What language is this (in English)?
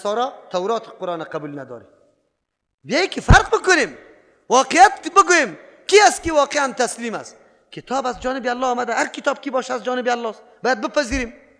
Persian